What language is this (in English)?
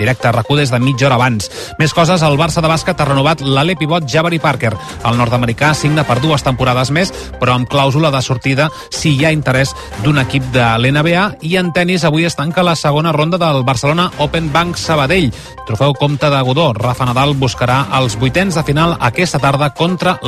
Catalan